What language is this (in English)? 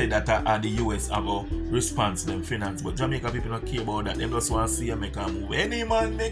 Jamaican Creole English